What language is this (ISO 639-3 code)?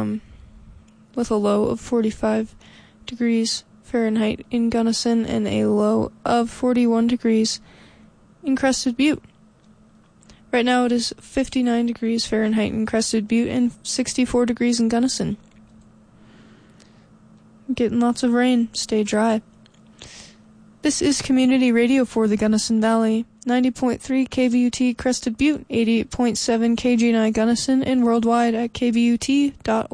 eng